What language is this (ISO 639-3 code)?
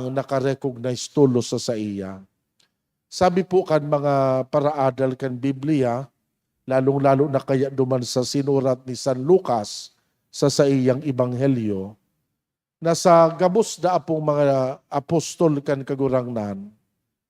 bik